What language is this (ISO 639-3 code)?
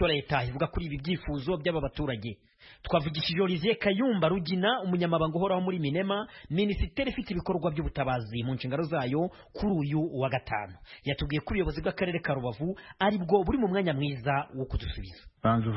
kin